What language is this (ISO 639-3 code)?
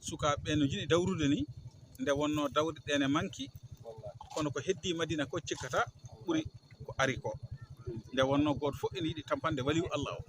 ful